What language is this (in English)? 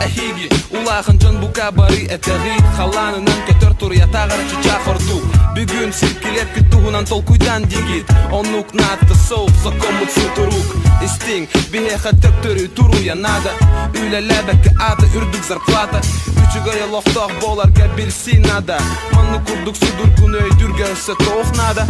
Yakut